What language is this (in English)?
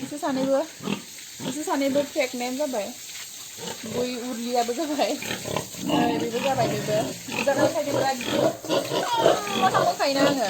Bodo